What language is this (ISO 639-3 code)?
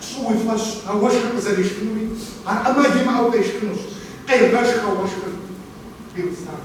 kbd